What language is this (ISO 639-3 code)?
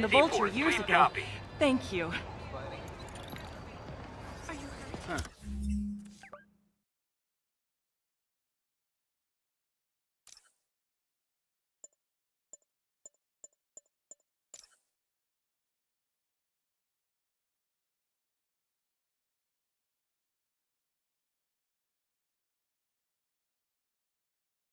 eng